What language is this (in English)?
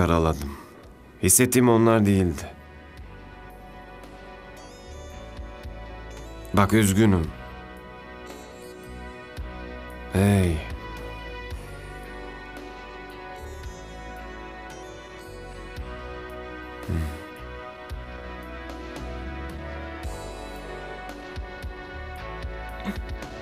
Turkish